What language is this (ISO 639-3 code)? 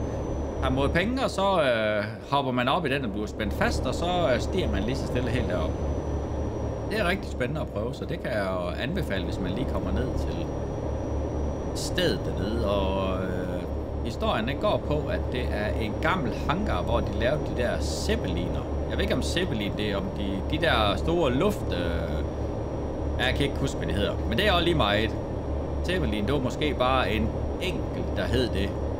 dan